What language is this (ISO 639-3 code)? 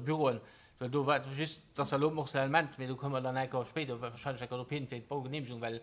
ltz